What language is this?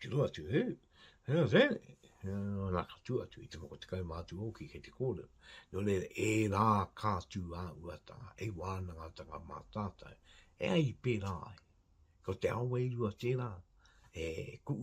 Māori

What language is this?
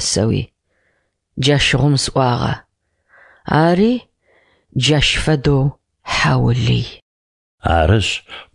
Adyghe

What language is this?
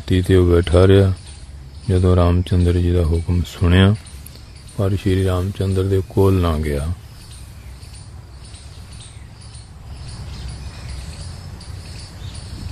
Punjabi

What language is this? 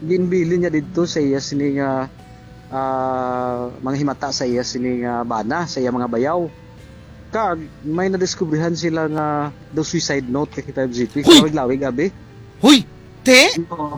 Hiligaynon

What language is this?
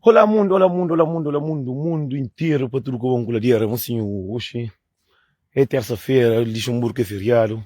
Kabuverdianu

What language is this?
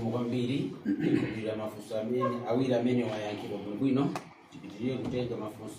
Nyanja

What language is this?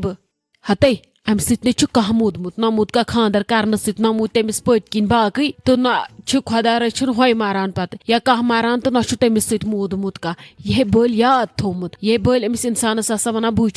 Kashmiri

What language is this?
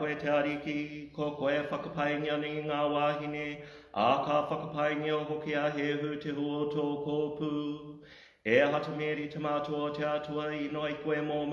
Māori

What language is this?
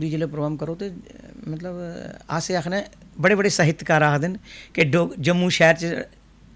Dogri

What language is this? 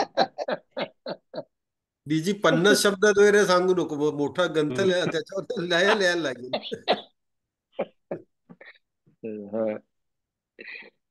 Marathi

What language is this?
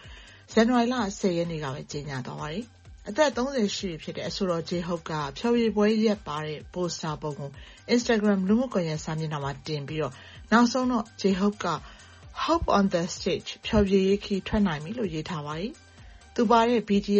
Burmese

